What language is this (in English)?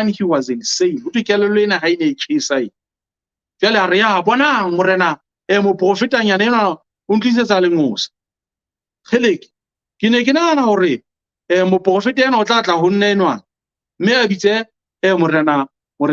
Southern Sotho